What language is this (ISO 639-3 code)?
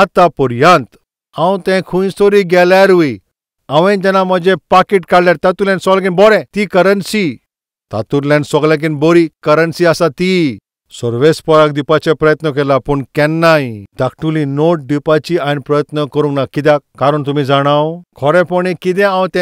kok